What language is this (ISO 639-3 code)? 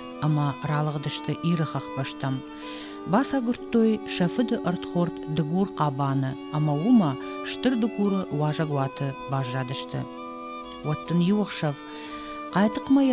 oss